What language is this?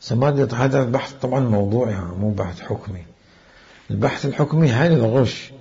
Mesopotamian Arabic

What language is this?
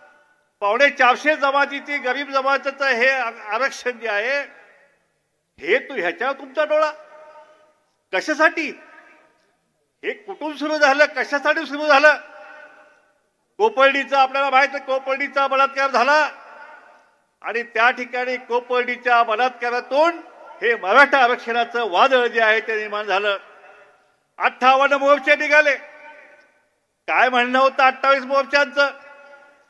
Marathi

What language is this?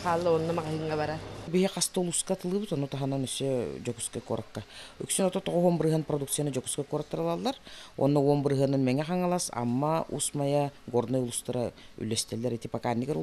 Yakut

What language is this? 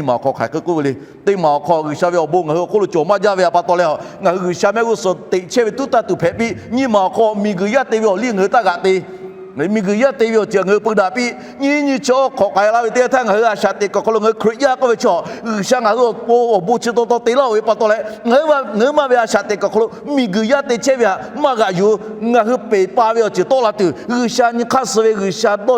Lahu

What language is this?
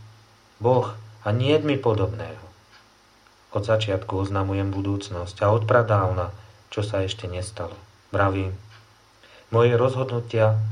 Slovak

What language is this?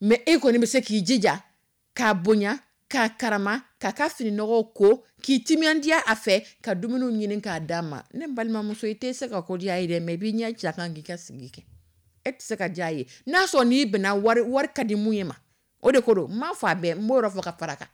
Dyula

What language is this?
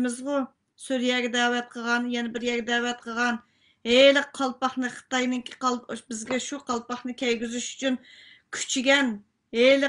Uyghur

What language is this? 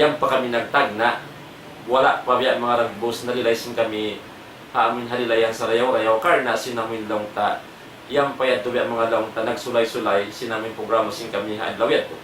Tausug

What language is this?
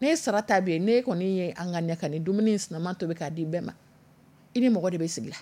Dyula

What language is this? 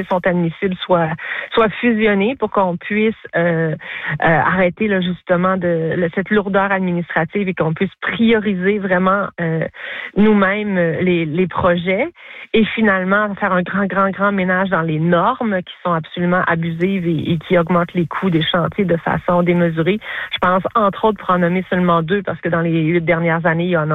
French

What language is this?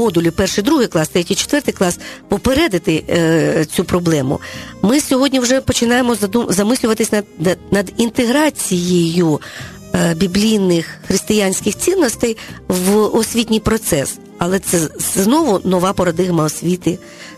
Ukrainian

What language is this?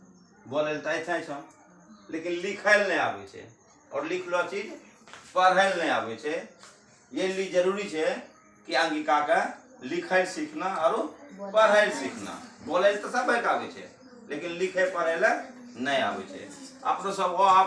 Angika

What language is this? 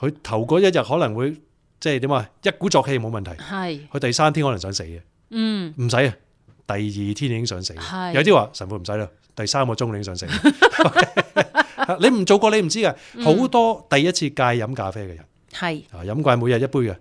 Cantonese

